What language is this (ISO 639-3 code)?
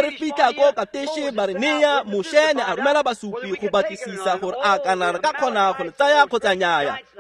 tsn